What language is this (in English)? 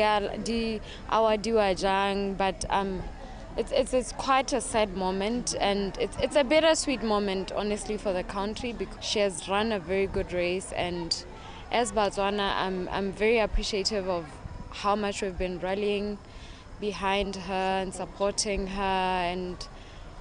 Tswana